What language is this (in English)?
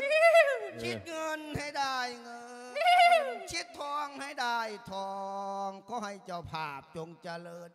Lao